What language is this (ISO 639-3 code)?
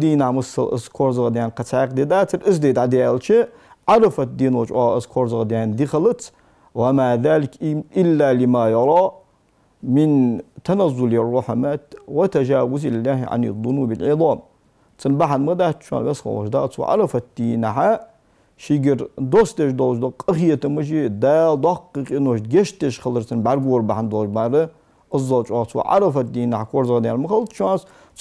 inh